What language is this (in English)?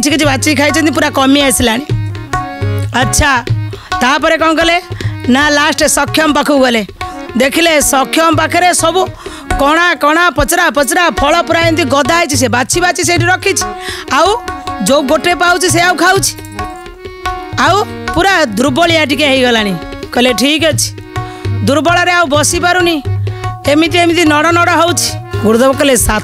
Odia